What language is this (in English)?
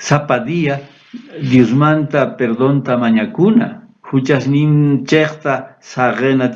South Bolivian Quechua